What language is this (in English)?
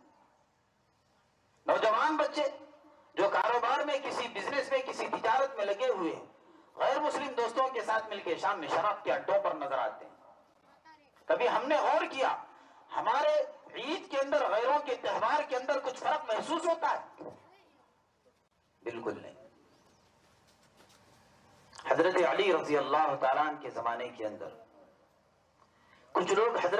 Urdu